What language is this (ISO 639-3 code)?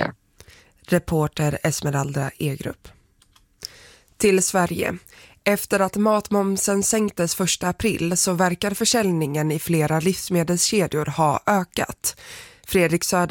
swe